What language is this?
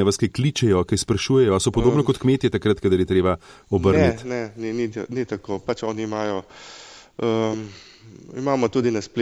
Slovenian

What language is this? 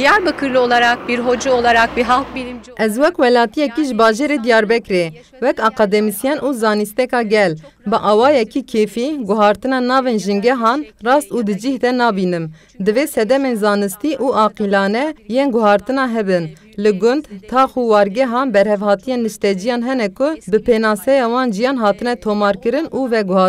Kurdish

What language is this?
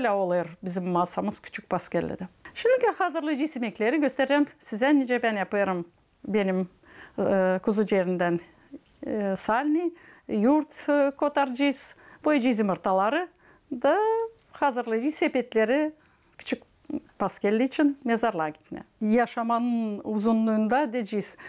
Gagauz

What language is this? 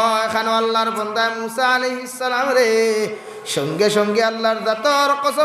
Sylheti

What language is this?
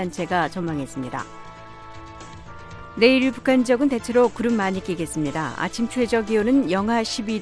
Korean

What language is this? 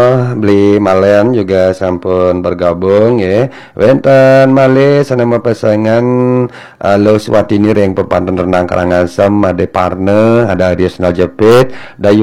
Balinese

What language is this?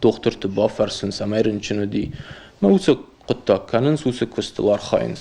Ossetic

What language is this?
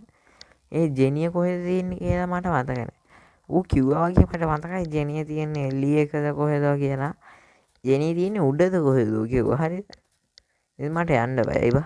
Sinhala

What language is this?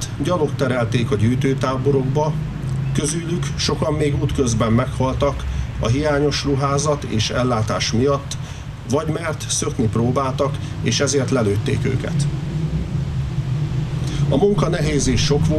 Hungarian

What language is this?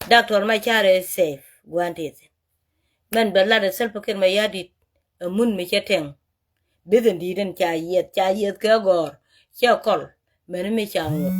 Nuer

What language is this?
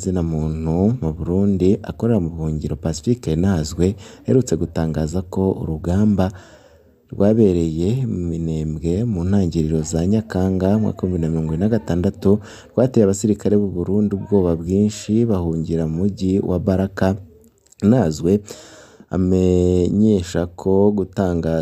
Rundi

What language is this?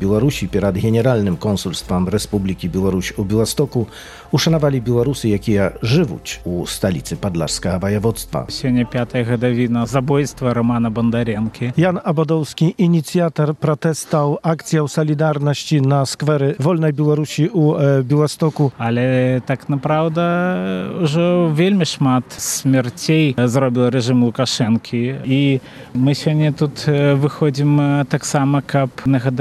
Belarusian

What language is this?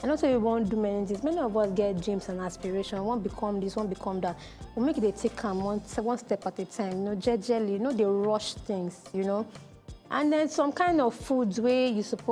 Nigerian Pidgin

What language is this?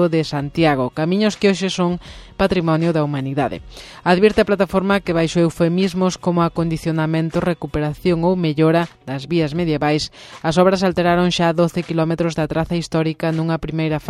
Galician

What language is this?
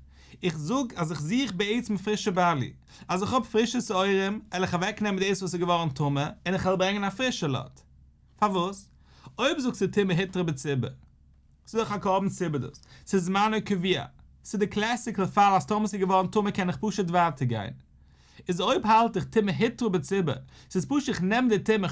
Yiddish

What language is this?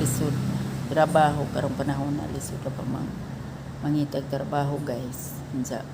Cebuano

